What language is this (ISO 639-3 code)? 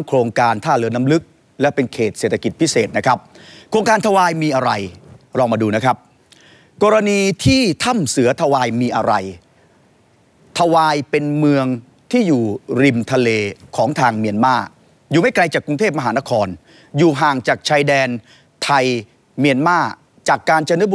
tha